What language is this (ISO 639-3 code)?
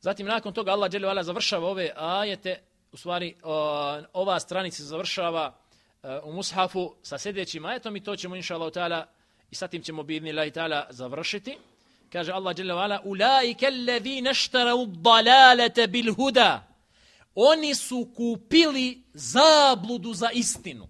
bos